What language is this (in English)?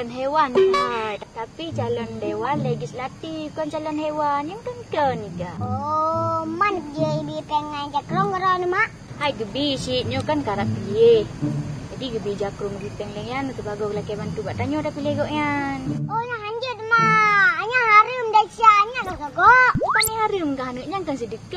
Achinese